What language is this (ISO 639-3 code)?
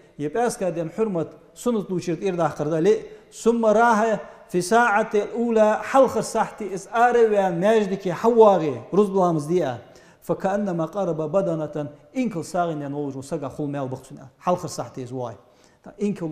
inh